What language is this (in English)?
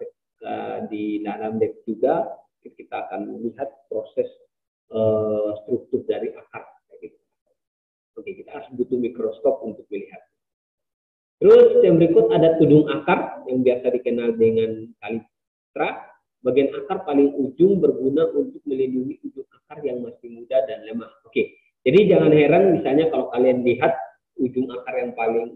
Indonesian